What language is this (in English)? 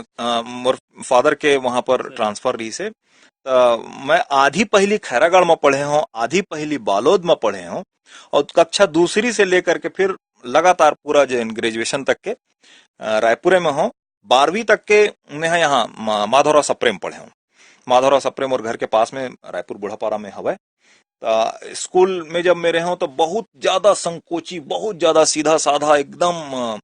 Chhattisgarhi